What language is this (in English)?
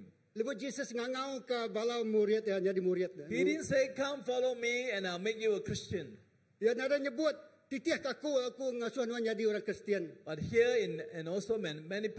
Iban